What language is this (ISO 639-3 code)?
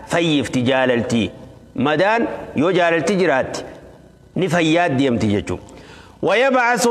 orm